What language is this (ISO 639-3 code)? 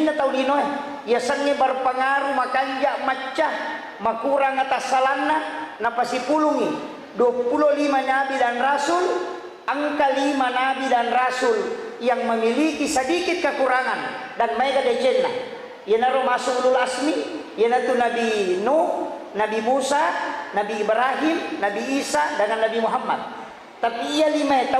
bug